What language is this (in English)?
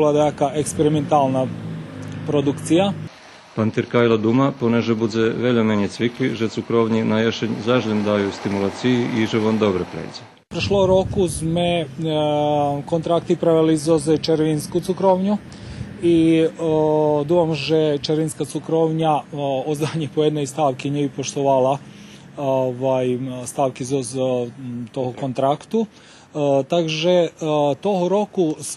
Rusyn